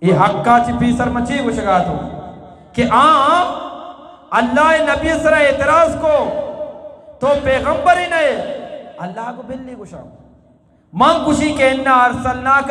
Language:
Eastern Balochi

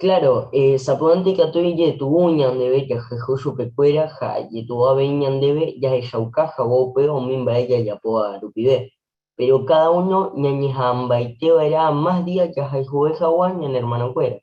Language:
Guarani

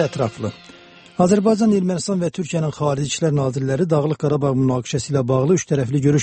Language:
Azerbaijani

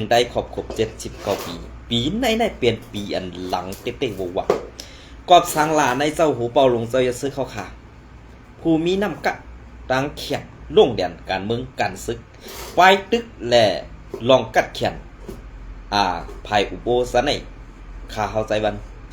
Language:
Shan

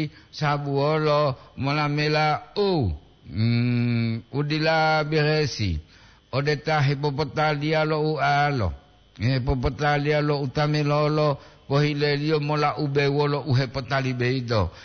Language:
Gorontalo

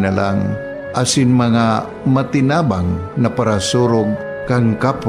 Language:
Bikol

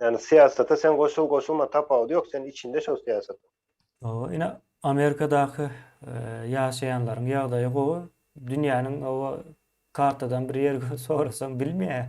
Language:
Turkmen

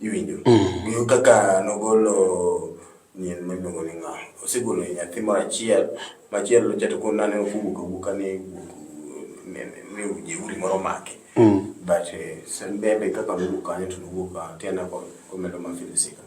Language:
Luo (Kenya and Tanzania)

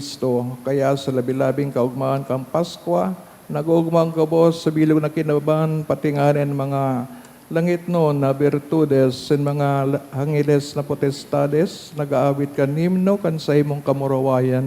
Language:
Bikol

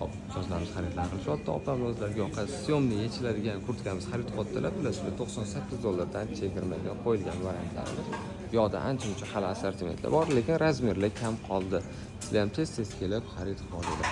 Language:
Uzbek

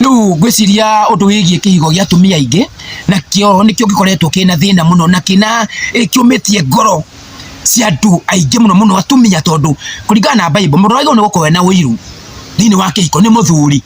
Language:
Kikuyu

